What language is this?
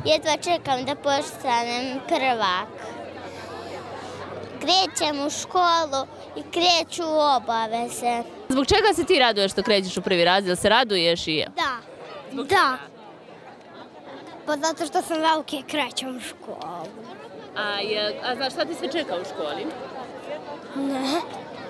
Serbian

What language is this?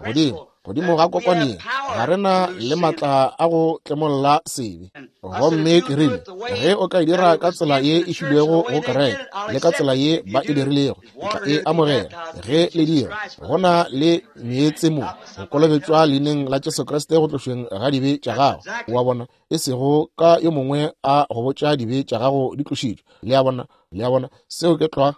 Northern Sotho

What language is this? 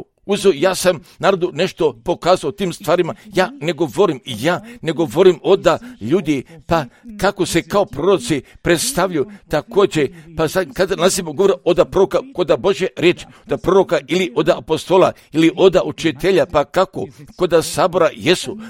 Croatian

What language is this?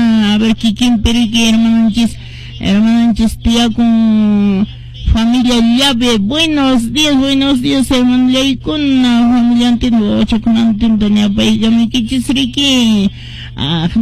Quechua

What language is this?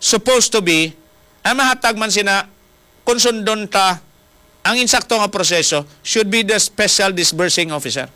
Hiligaynon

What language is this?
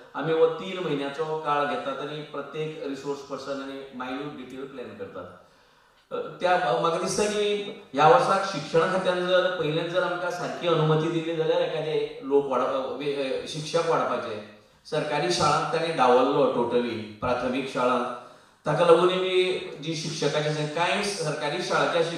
Konkani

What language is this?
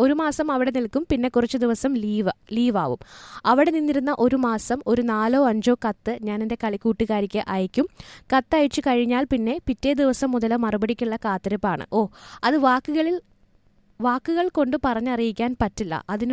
Malayalam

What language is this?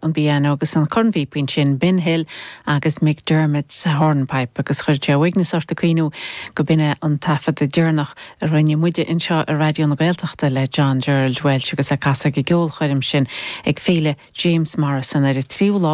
Irish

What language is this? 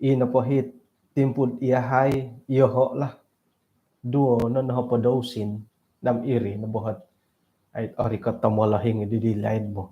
Central Dusun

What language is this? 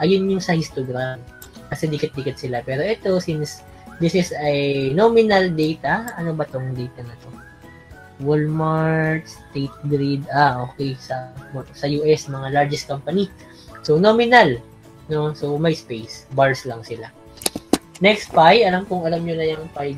Filipino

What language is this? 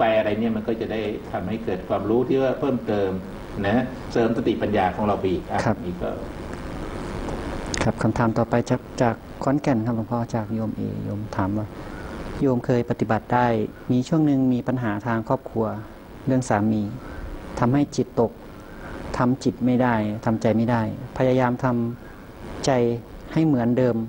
Thai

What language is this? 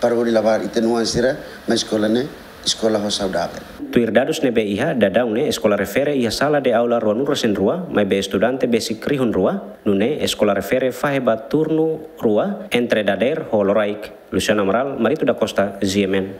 Tetum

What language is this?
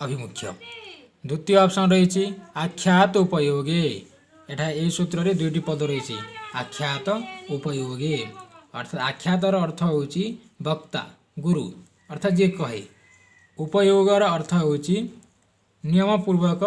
Odia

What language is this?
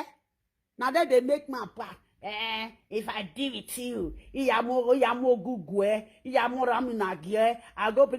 Nigerian Pidgin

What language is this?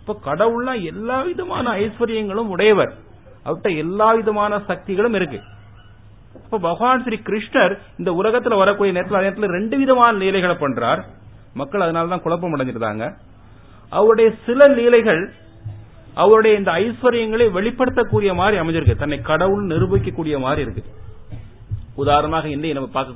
Tamil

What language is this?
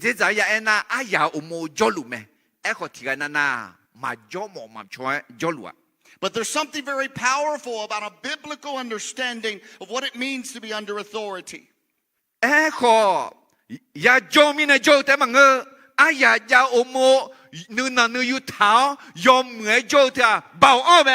Akha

